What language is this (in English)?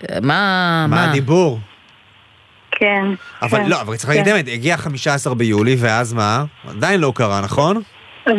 Hebrew